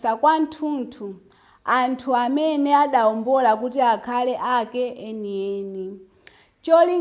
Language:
Nyanja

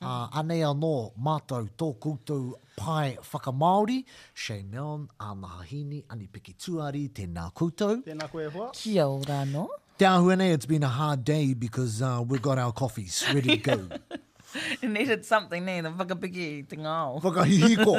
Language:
Māori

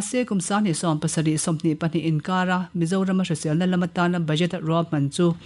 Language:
Mizo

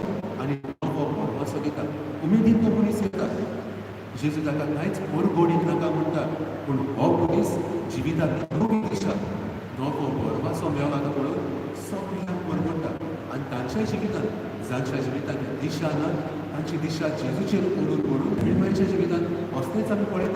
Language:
Konkani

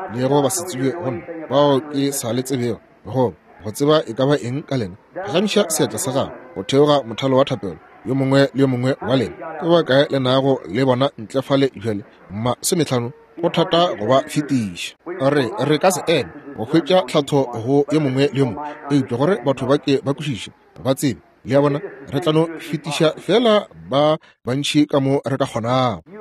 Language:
Northern Sotho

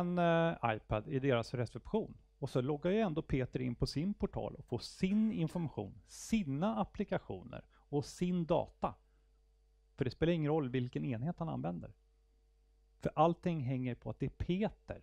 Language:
Swedish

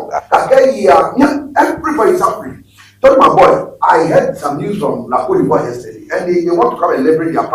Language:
Ewe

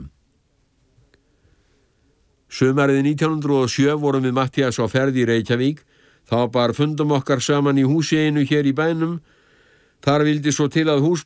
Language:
Icelandic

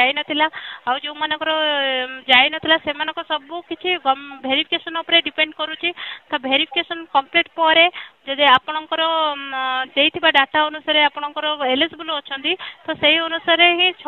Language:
Odia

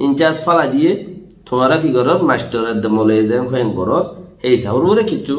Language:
Rohingya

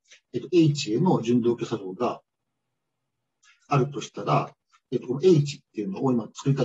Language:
Japanese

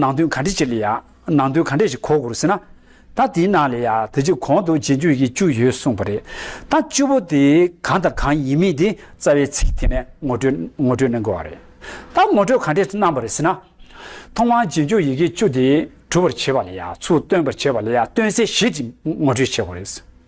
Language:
Tibetan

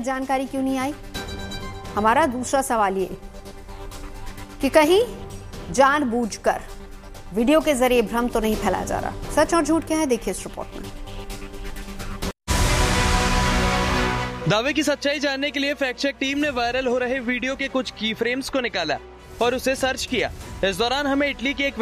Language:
Hindi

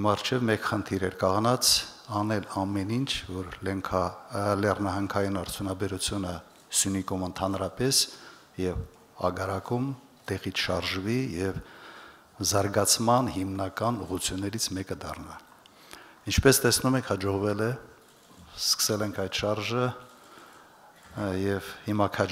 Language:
Armenian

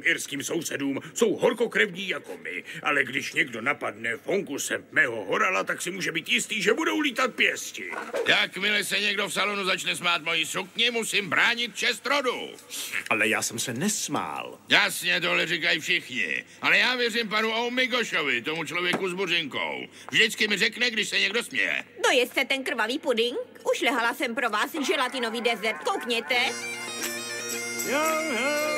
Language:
Czech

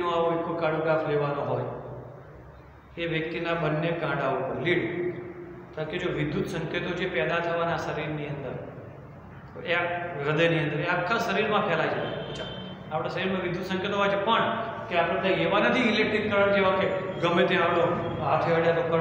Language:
Gujarati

